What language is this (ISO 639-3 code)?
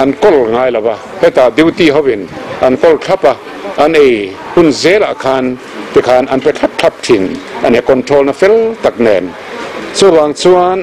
lus